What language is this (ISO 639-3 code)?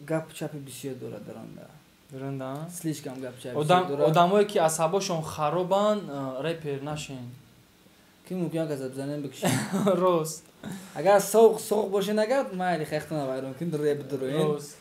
tgk